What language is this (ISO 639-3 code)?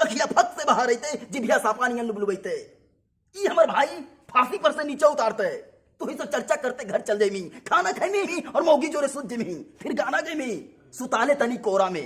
mag